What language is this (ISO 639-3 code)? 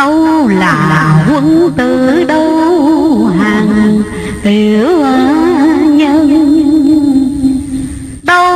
vie